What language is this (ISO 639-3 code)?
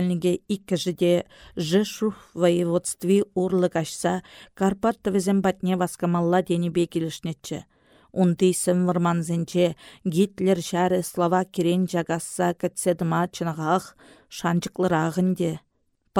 chv